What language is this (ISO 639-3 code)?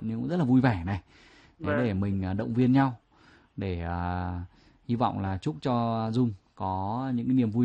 vie